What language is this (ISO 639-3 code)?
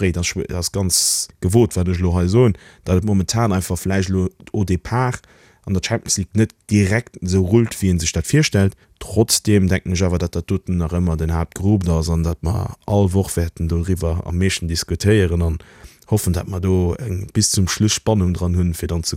ltz